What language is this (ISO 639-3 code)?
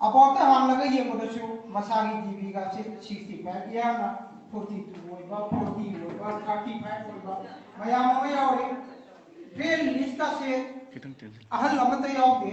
mni